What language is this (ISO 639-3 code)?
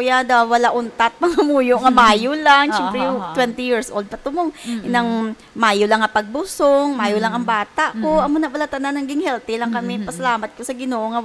hil